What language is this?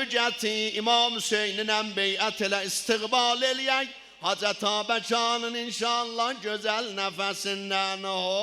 South Azerbaijani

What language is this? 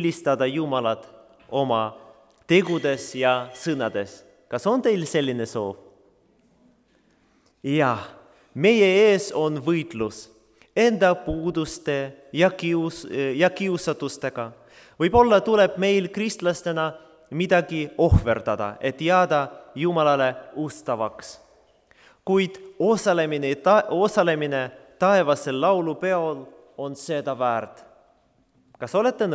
Estonian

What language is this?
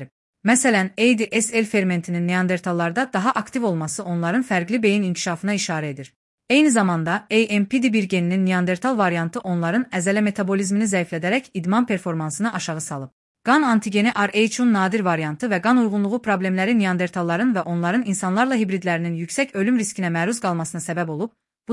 Azerbaijani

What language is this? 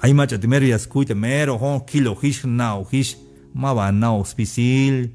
Tzeltal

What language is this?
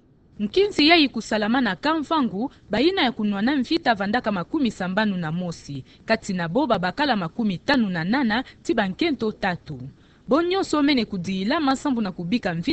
Kituba (Democratic Republic of Congo)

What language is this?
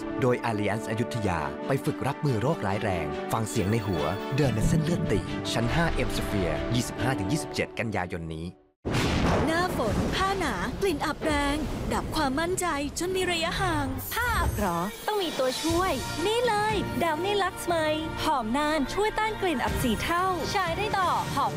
Thai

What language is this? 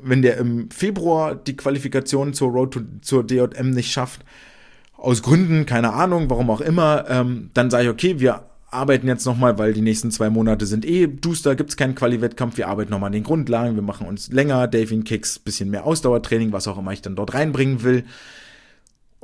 German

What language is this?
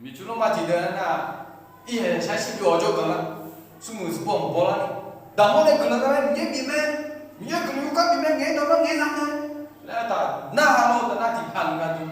Akha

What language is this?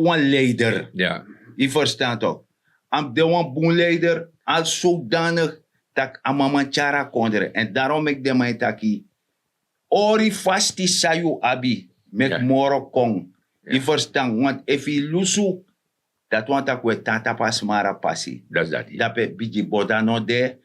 Sranan Tongo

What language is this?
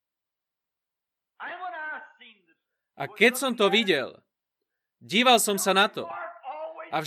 Slovak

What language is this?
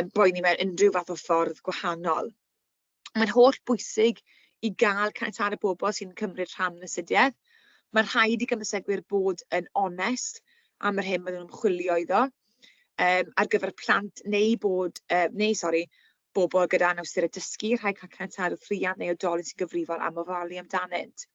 Welsh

